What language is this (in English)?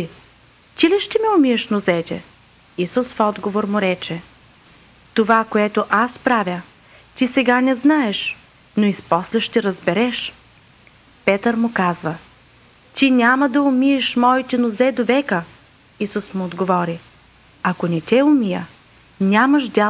Bulgarian